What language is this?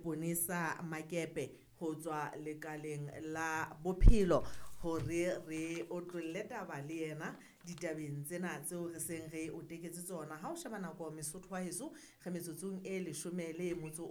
Southern Sotho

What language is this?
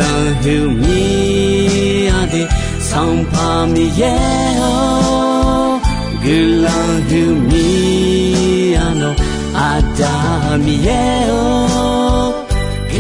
Akha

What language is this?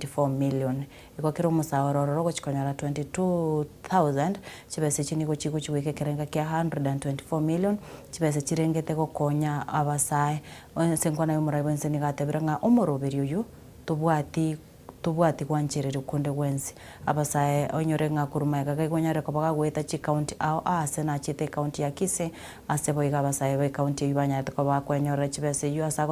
Gusii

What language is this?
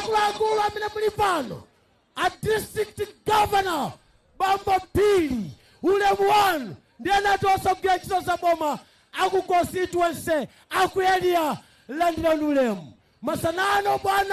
Nyanja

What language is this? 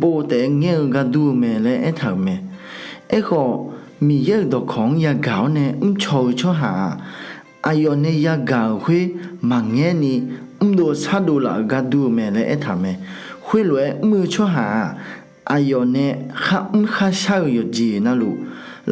Akha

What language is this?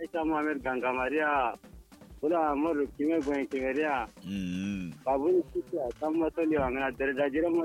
Kanuri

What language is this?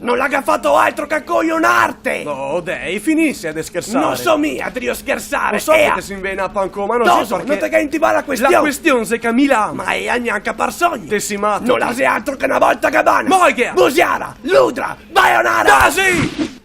Venetian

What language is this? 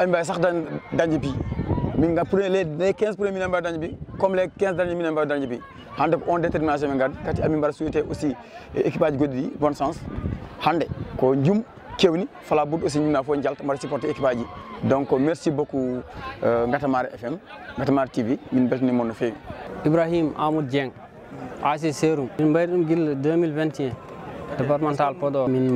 Fula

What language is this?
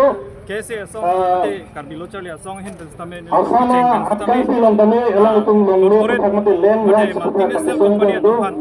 Karbi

